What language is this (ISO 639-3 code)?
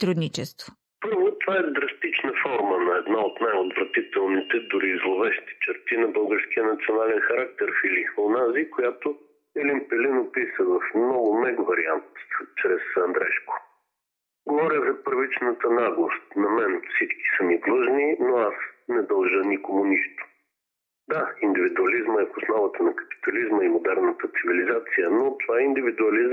bul